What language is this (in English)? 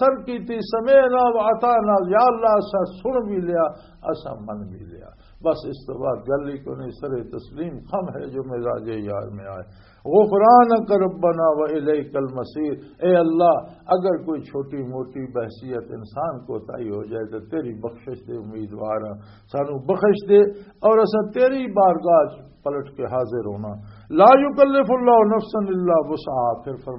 Western Panjabi